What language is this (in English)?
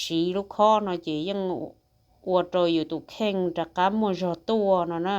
Hmong